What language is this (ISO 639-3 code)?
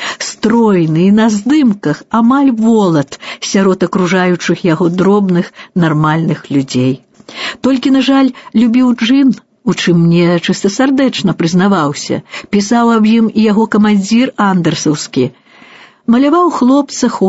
bel